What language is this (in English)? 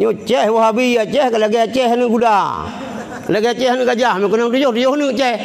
Achinese